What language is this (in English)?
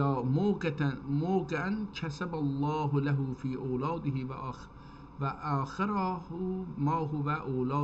South Azerbaijani